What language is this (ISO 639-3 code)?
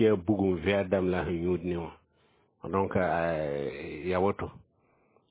mos